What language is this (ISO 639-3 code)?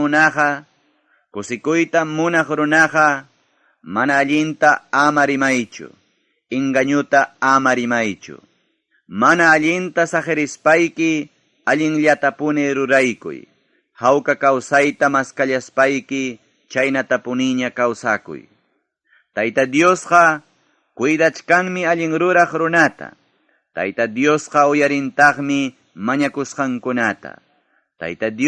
quy